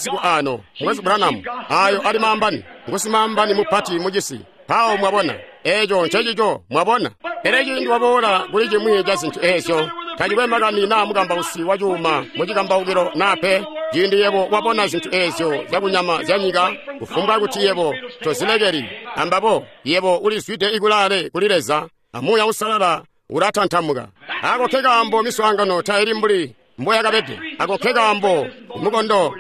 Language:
Tonga (Zambia)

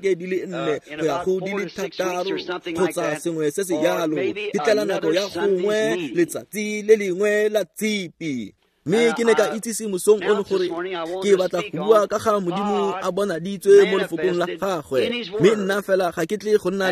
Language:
Tswana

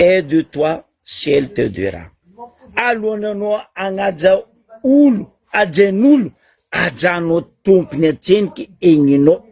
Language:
Malagasy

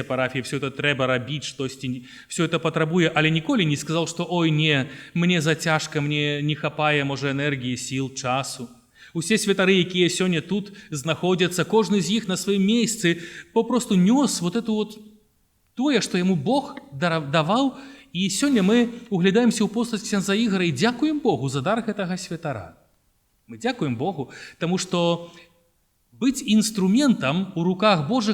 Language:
Belarusian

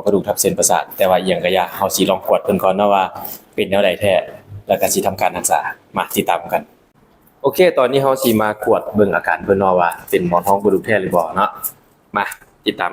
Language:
Lao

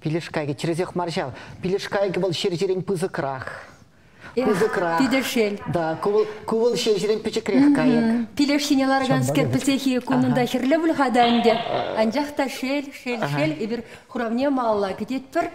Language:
Chuvash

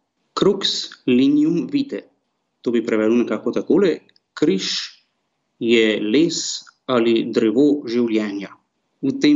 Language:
Slovenian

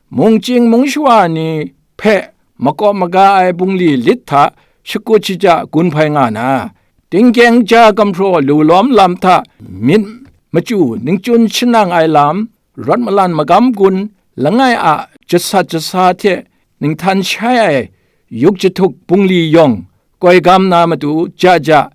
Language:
Kachin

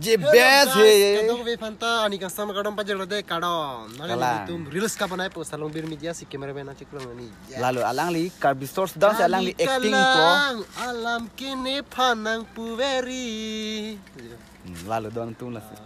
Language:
Karbi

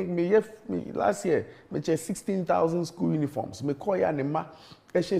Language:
Akan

